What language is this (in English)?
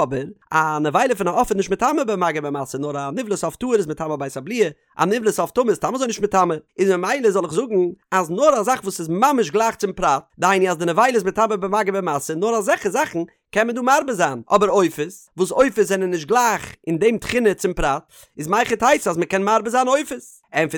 Yiddish